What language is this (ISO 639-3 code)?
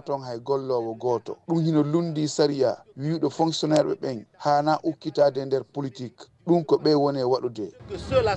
ful